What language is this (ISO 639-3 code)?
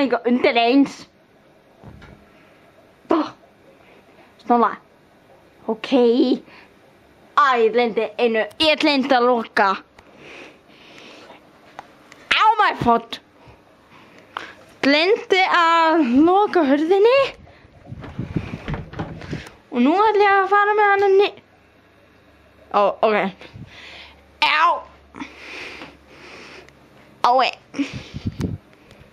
isl